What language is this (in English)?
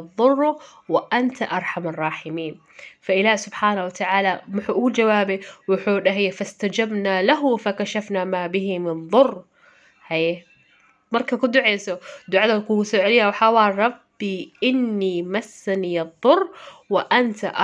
Somali